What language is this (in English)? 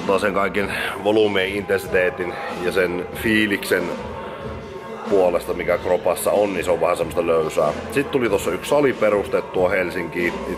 Finnish